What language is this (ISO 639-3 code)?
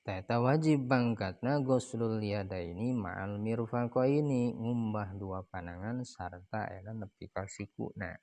sun